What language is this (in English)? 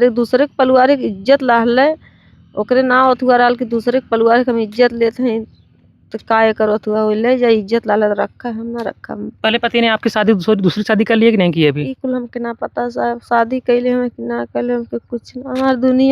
Bhojpuri